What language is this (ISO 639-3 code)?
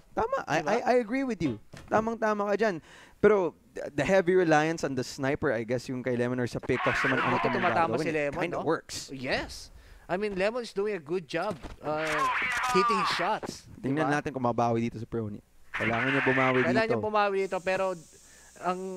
fil